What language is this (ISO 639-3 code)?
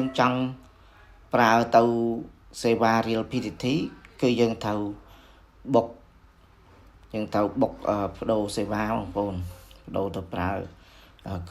khm